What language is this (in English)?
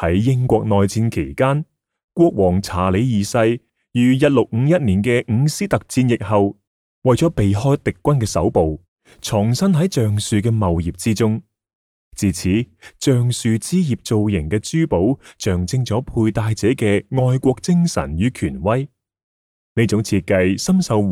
Cantonese